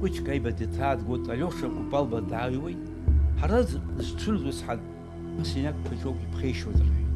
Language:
Abkhazian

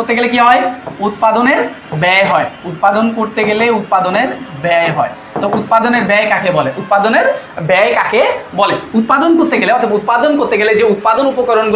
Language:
Bangla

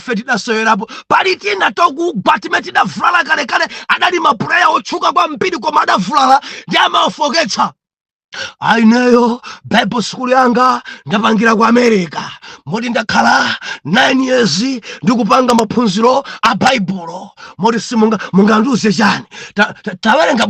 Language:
Nyanja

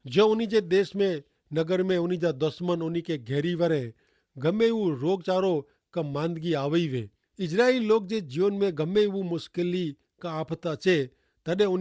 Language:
Kachhi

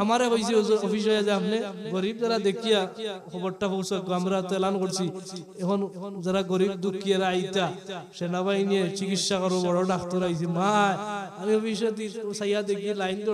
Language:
Sylheti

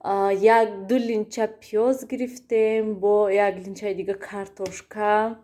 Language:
Tajik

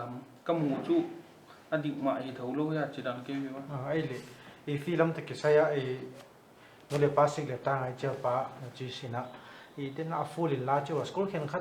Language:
Paite Chin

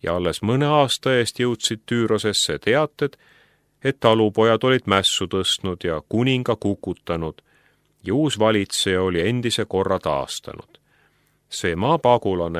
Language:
Estonian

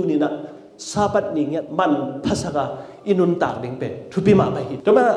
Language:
Tedim Chin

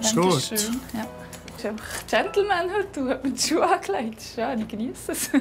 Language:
Swiss German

